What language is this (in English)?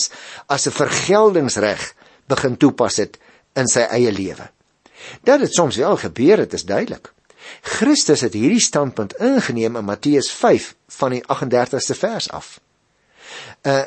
Afrikaans